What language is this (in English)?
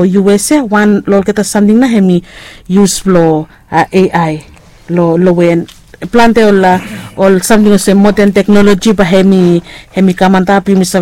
Bislama